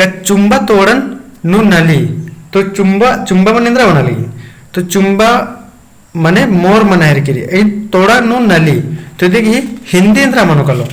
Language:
Kurukh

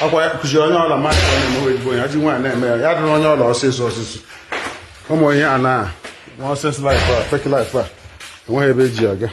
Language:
Igbo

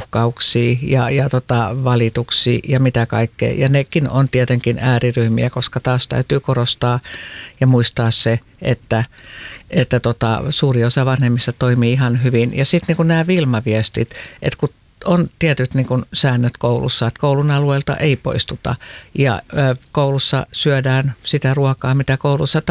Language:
Finnish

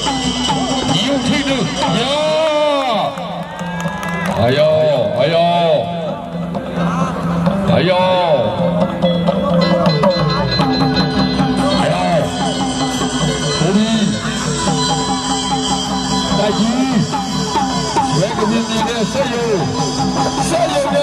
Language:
Burmese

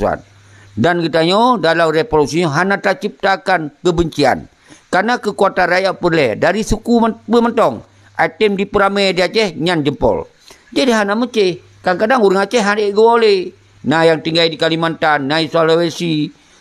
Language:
Achinese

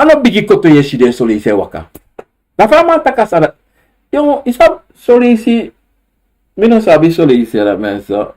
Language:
Sranan Tongo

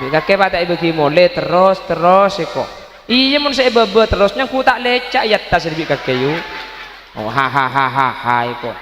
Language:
Madurese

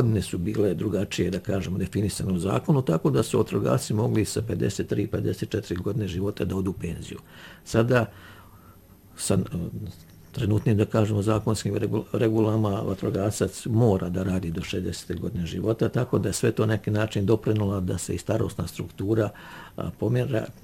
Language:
Bosnian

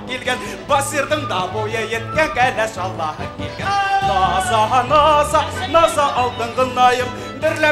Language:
Bashkir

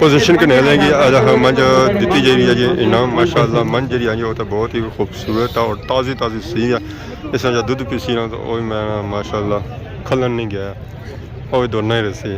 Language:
Pahari-Potwari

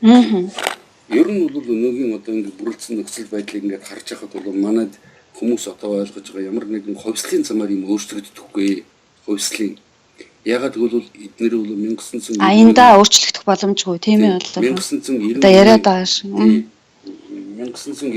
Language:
Mongolian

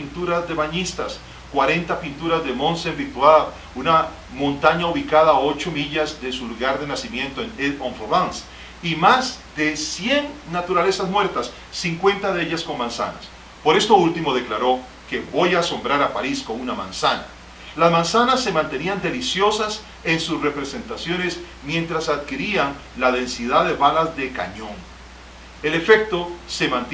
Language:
Spanish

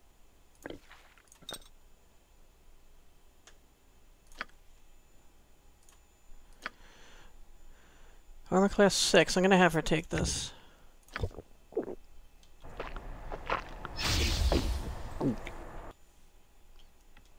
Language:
English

